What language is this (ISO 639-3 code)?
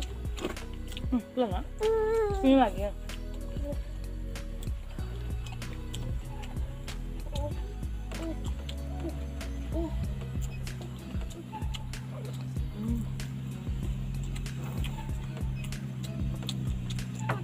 ind